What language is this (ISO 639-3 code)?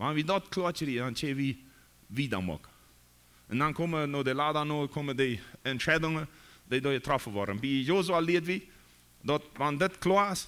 pdt